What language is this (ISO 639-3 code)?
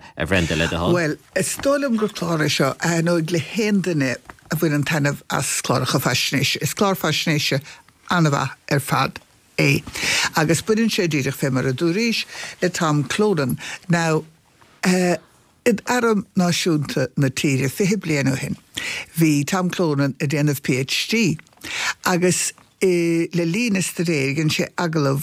gle